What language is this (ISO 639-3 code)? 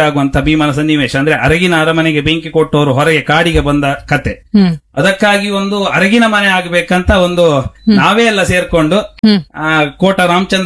kan